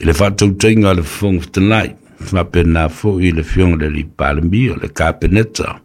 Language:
Samoan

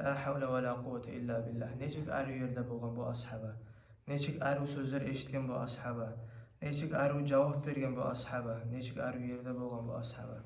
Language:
Kumyk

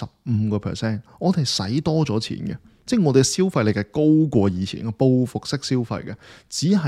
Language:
Cantonese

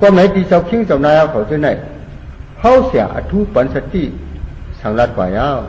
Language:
Shan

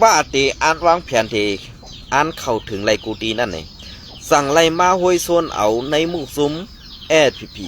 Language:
Shan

